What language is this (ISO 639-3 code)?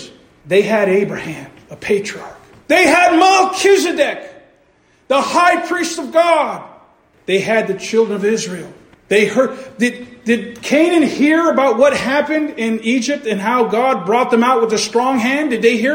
eng